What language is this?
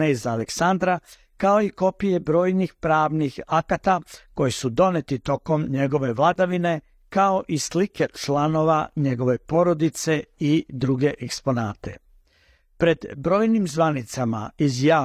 Serbian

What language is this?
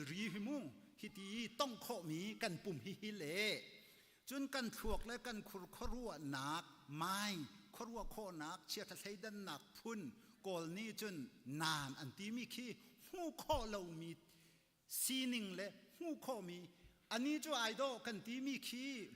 Hakha Chin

